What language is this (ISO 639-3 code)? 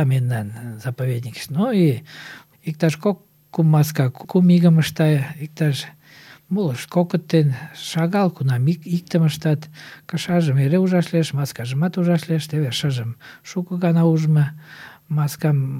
chm